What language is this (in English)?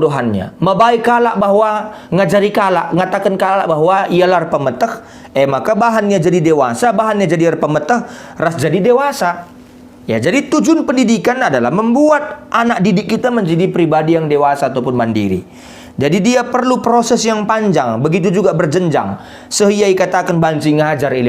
Batak Karo